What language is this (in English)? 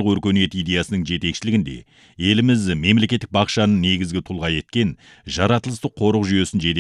Kazakh